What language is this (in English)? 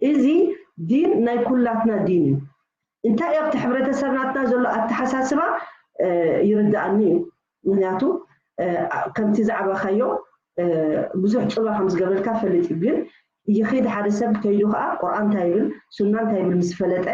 Tigrinya